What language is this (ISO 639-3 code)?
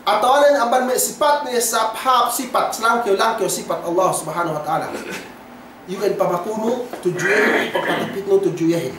yka